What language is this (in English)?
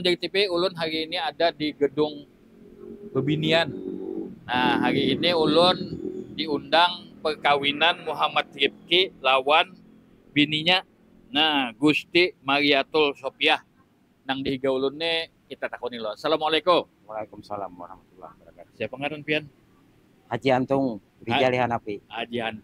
Banjar